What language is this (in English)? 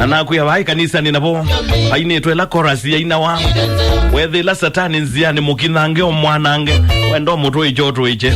Kamba